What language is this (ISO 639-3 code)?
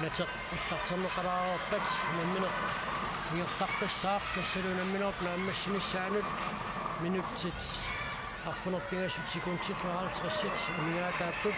kal